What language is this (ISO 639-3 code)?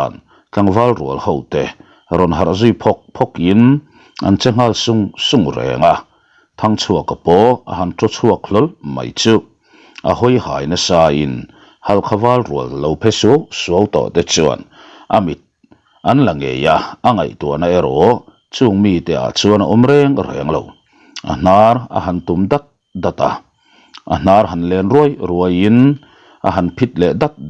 lus